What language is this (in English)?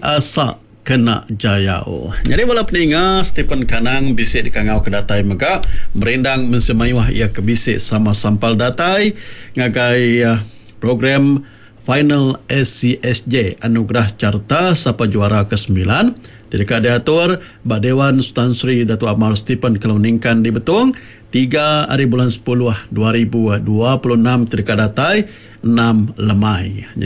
Iban